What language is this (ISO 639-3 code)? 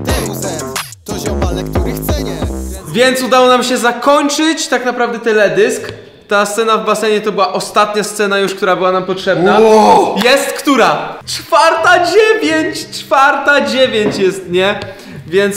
pol